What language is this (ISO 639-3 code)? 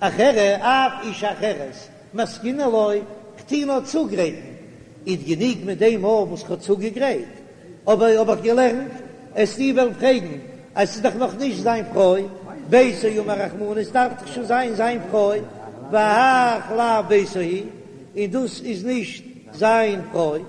yid